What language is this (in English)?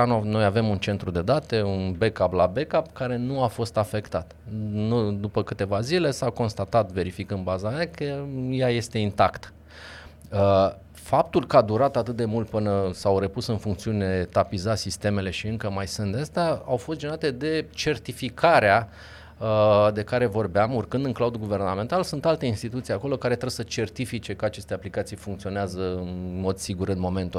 Romanian